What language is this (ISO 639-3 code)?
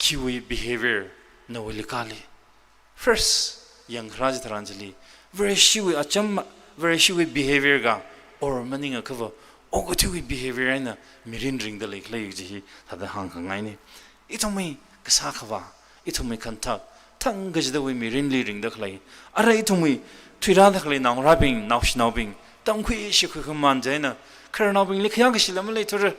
nmf